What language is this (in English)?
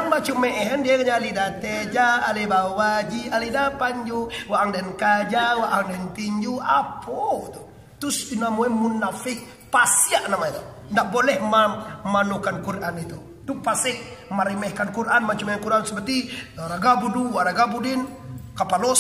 Minangkabau